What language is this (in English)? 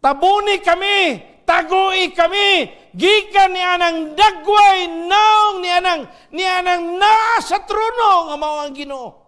Cebuano